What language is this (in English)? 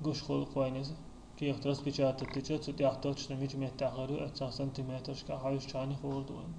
Chechen